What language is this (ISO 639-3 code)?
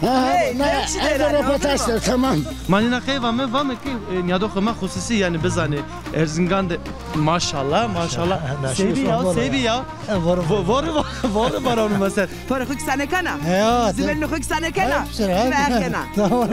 zza